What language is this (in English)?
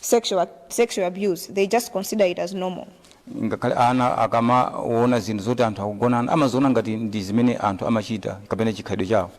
Nyanja